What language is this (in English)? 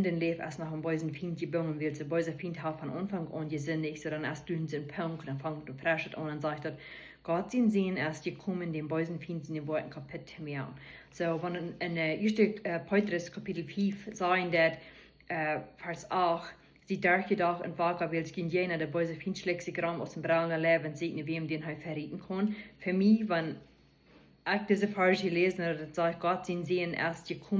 Plautdietsch